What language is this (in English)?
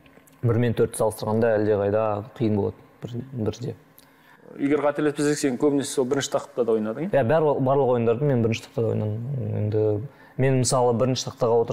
Kazakh